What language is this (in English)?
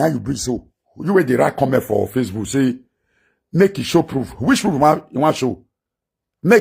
Nigerian Pidgin